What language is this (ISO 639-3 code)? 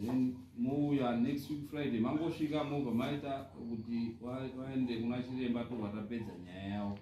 sna